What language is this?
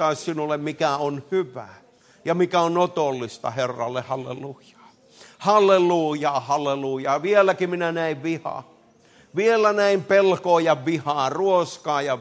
Finnish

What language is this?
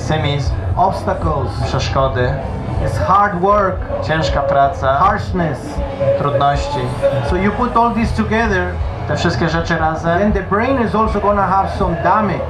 Polish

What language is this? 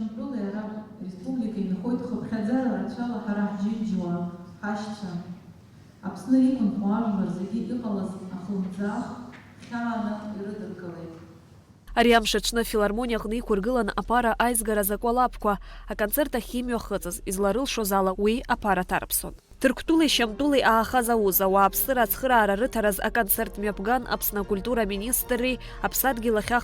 Abkhazian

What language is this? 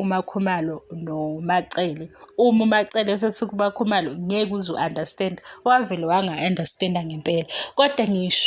Zulu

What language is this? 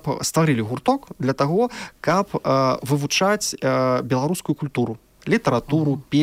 Belarusian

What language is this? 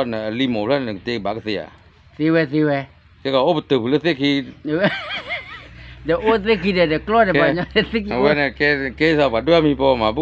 S'gaw Karen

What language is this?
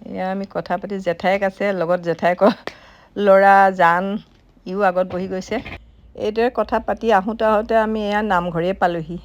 Assamese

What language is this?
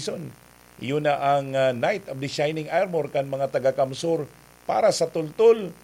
Bikol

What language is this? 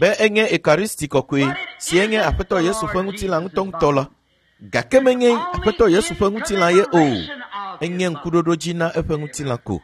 Ewe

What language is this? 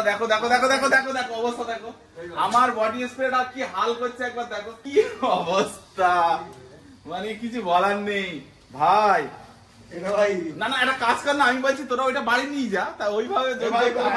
Bangla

